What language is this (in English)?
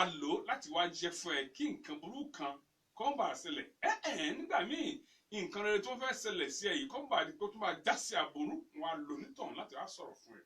Yoruba